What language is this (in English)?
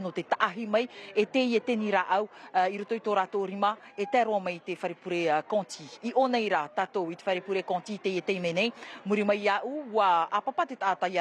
Tahitian